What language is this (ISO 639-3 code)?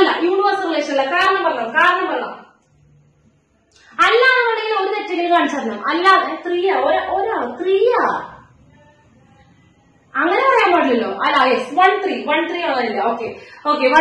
mal